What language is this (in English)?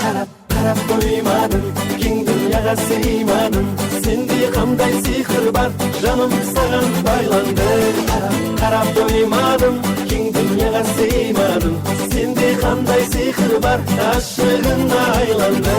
Kara-Kalpak